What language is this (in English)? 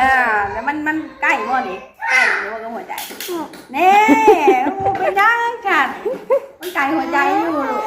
Northeastern Thai